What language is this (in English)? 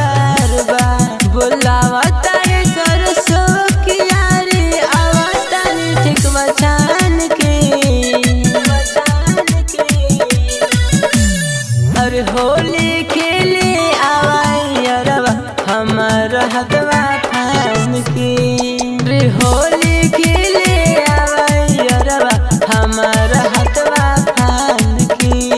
Bhojpuri